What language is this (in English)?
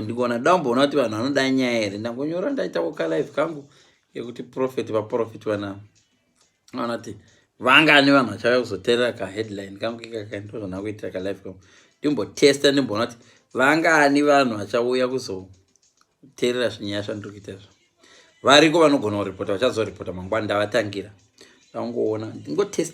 Shona